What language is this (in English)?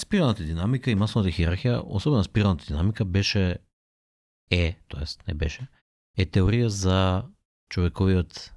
Macedonian